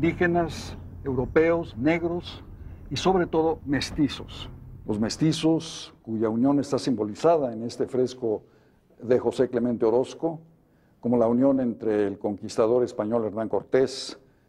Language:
Spanish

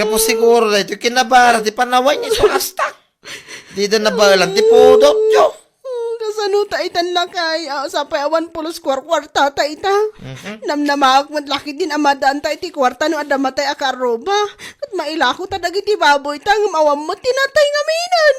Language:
Iloko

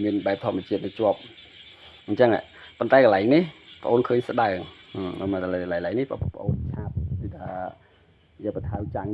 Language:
Khmer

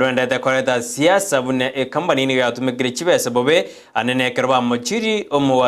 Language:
Gusii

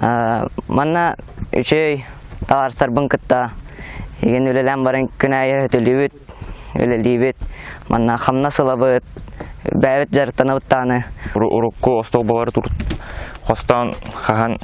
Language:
Yakut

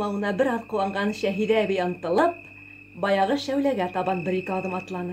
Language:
Bashkir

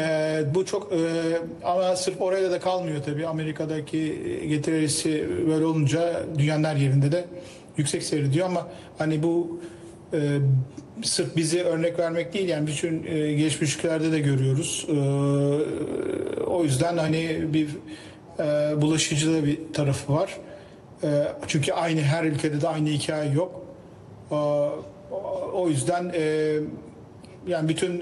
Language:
Turkish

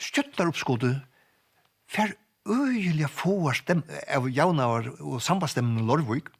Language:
Faroese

